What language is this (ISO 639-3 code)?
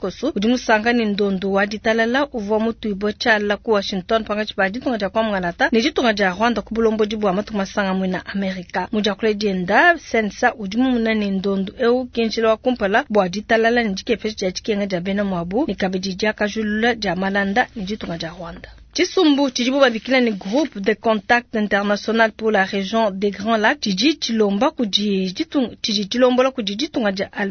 lua